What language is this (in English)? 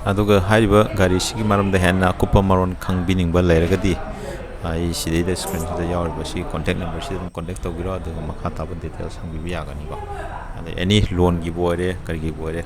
Manipuri